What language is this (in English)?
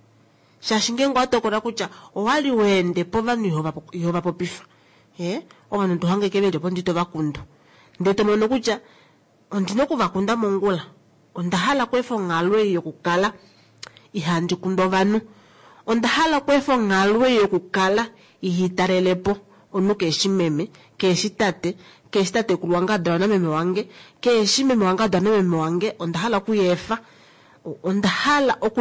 Kuanyama